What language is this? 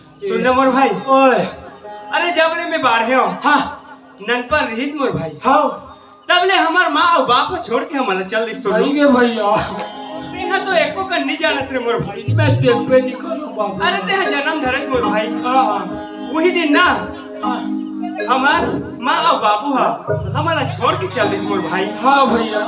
Chhattisgarhi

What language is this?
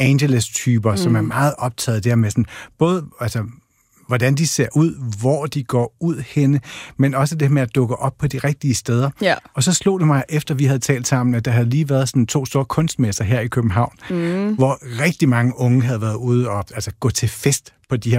Danish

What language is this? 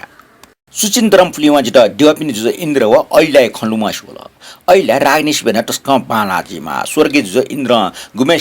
Newari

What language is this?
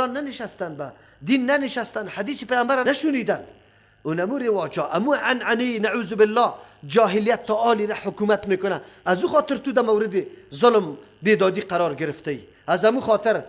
Persian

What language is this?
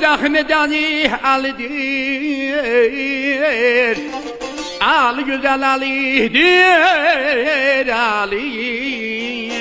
South Azerbaijani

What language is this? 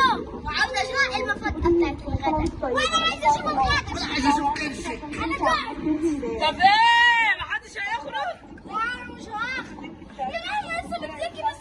Egyptian Arabic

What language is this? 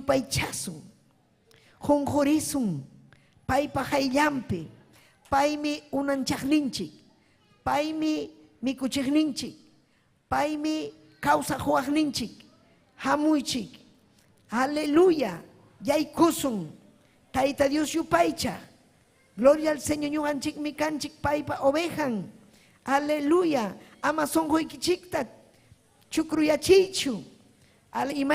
Ayacucho Quechua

